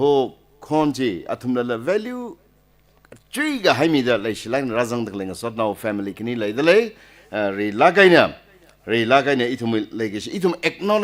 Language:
Tangkhul Naga (India)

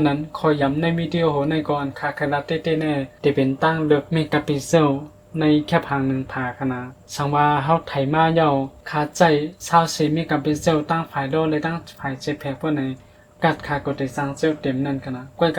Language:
Shan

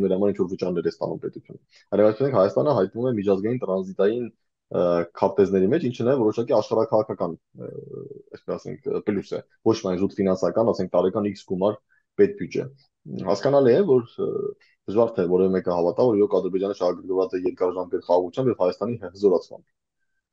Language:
Armenian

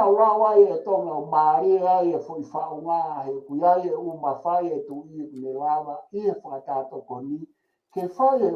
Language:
Tongan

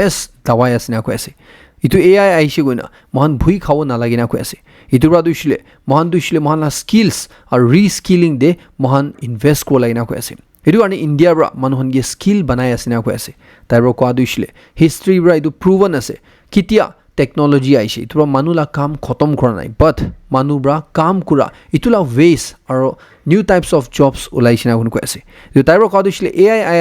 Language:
Naga Pidgin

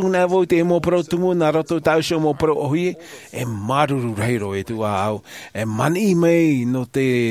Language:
Tahitian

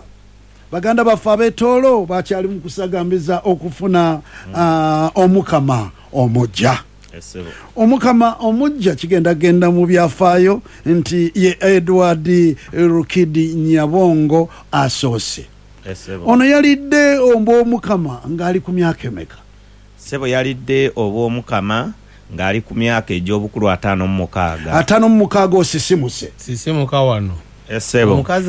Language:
Ganda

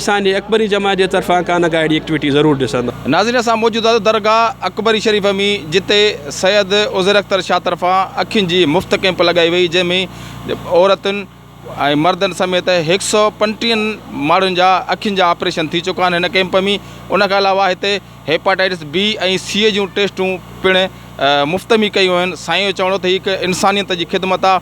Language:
Sindhi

